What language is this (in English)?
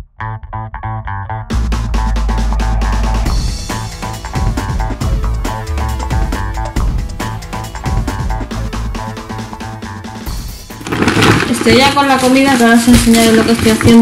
Spanish